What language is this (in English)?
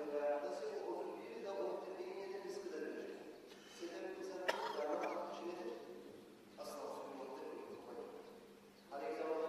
Kumyk